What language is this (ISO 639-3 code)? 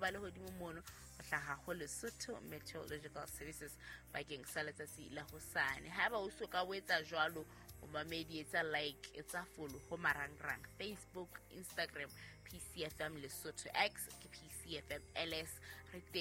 sot